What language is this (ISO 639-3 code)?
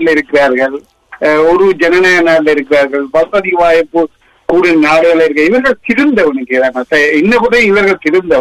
tam